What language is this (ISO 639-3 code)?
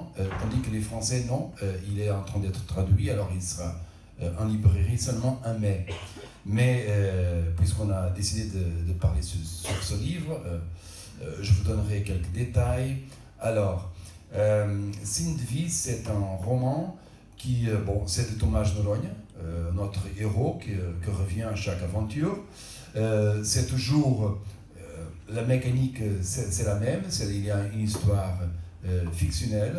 fra